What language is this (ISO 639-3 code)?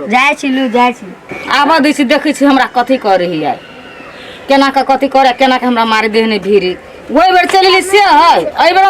mai